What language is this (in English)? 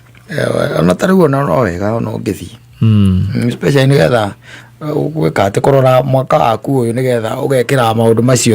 Kikuyu